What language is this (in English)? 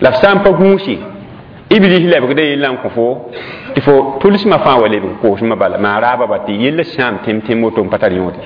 Mossi